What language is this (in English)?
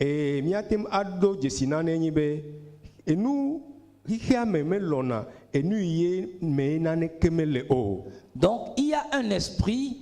Ewe